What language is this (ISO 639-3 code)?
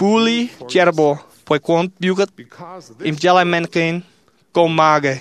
mah